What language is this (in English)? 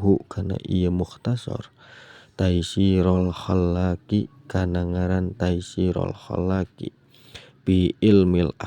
Sundanese